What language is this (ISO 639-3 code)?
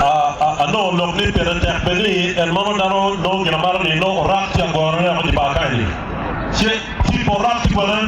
ach